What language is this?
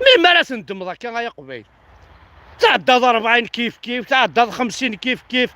Kabyle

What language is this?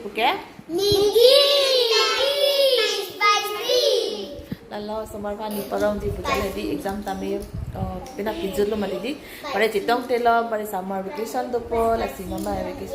Karbi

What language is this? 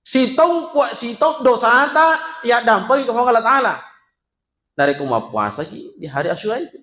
Buginese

